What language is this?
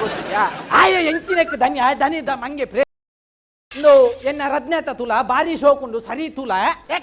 Tulu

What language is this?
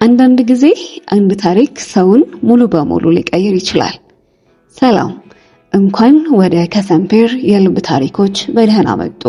Amharic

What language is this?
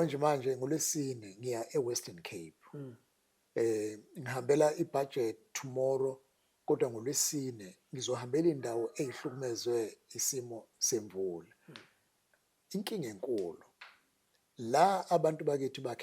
Zulu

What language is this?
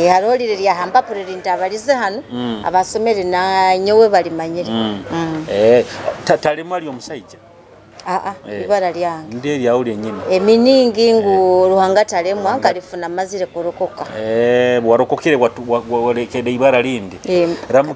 Nyoro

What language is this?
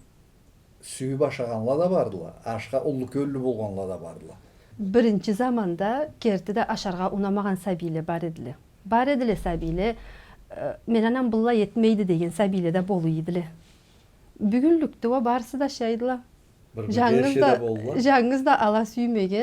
Karachay-Balkar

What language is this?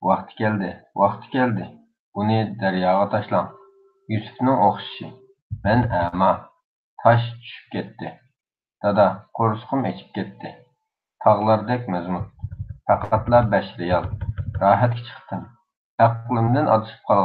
Uyghur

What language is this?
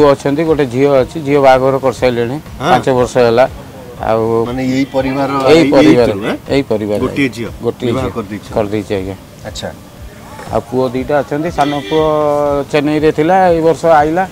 Odia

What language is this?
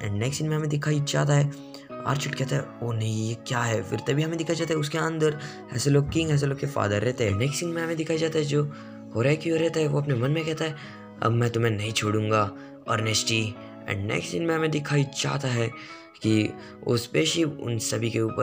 Hindi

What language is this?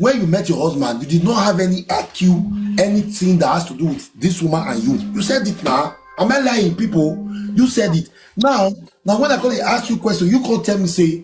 Nigerian Pidgin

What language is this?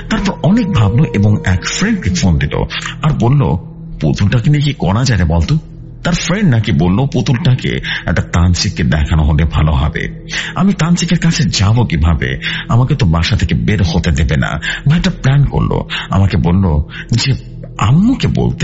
Bangla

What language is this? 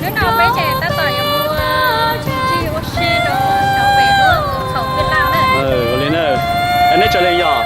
Hmong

